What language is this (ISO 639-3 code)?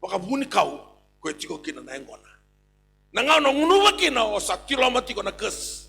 fij